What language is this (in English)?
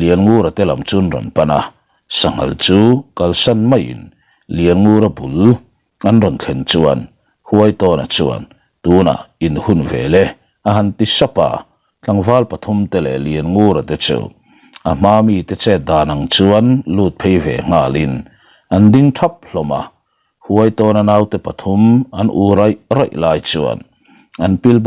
Mizo